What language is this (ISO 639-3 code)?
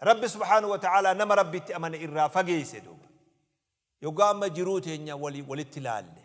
orm